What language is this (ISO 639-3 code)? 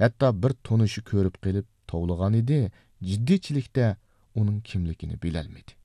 uig